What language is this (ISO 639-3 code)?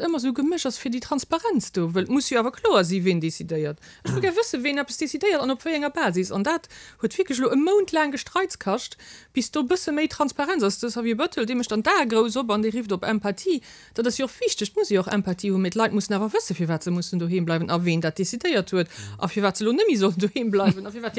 ltz